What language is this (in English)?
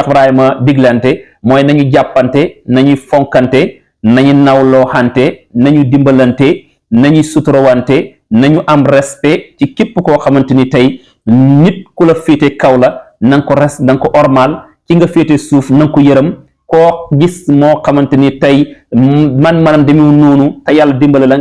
Wolof